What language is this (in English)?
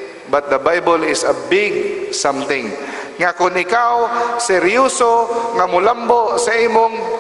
Cebuano